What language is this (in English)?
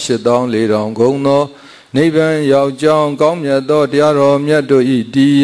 Burmese